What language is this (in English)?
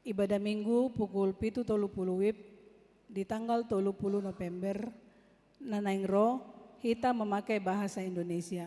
Batak Toba